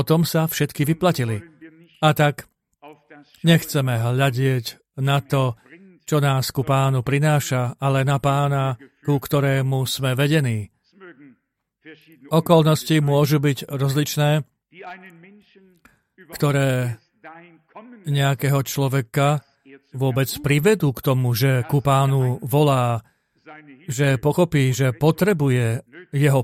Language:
Slovak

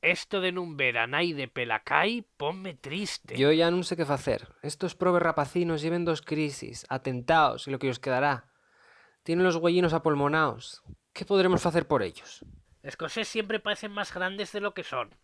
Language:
Asturian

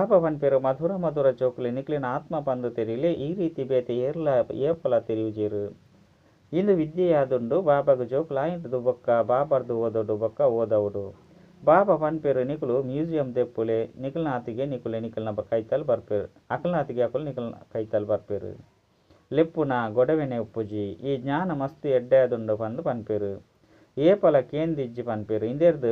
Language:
Tulu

